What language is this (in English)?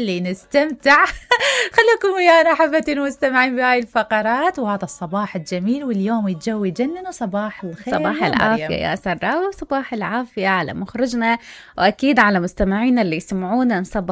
Mesopotamian Arabic